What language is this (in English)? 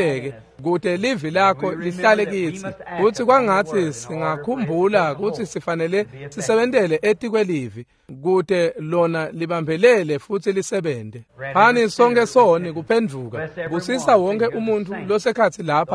Swati